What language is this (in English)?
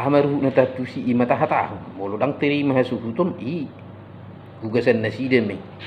Batak Toba